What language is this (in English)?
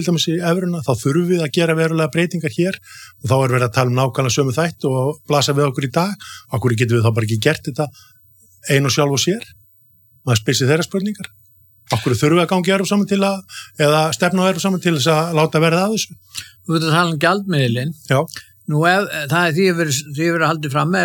Icelandic